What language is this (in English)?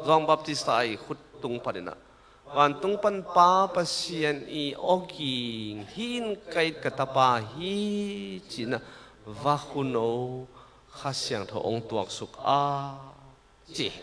Tedim Chin